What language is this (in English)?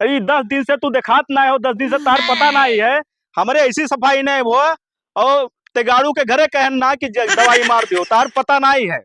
Awadhi